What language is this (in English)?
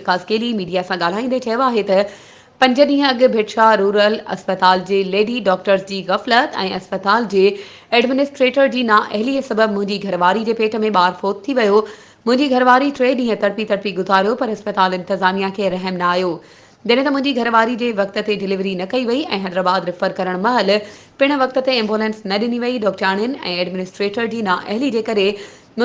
Sindhi